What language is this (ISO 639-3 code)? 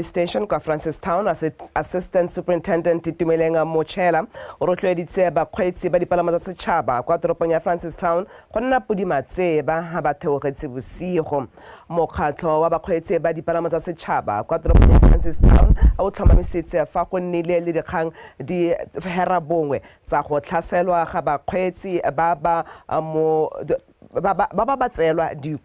tsn